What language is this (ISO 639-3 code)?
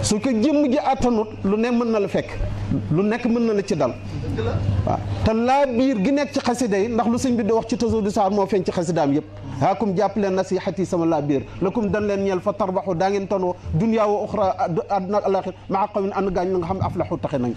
wol